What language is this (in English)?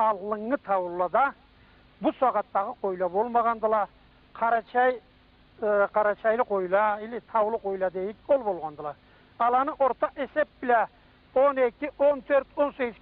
Karachay-Balkar